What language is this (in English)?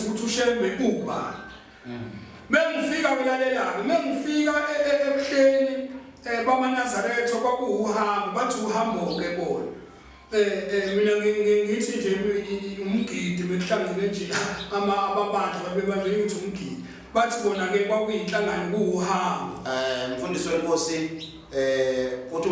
Zulu